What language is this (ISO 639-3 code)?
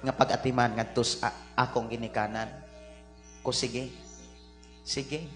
ceb